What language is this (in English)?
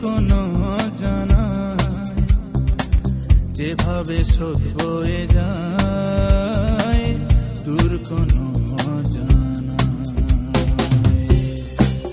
Bangla